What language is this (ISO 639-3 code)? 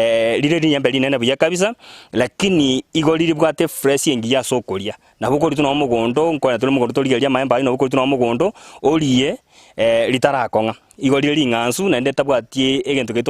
guz